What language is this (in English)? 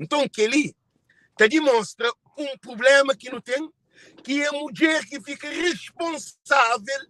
Kabuverdianu